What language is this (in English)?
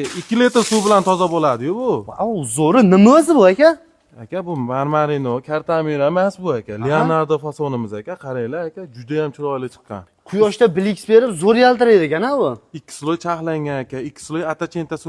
Uzbek